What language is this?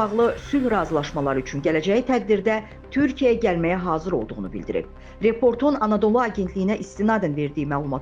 Azerbaijani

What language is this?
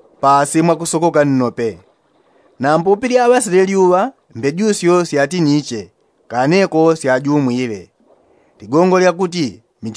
Yao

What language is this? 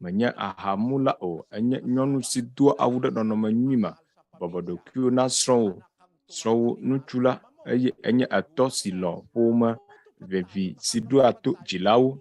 Ewe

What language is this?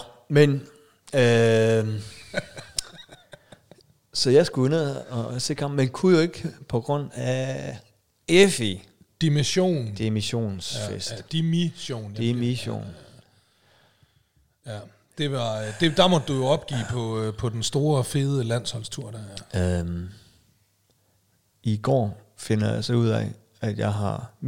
Danish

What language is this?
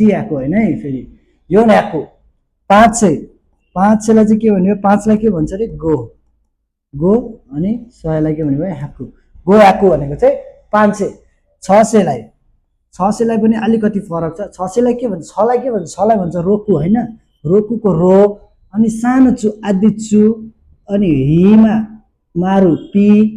Nepali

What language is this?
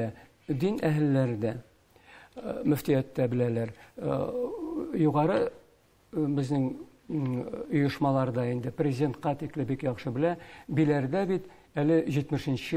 Tatar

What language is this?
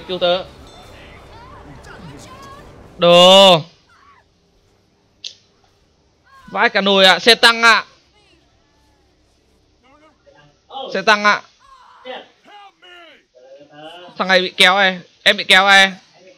Vietnamese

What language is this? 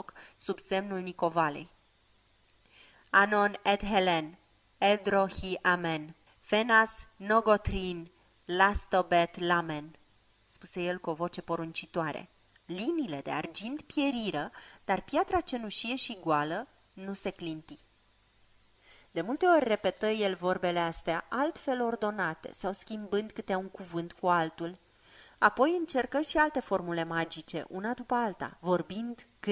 Romanian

